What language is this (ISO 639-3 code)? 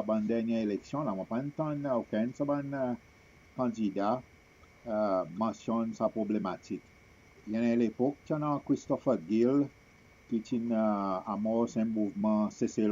crs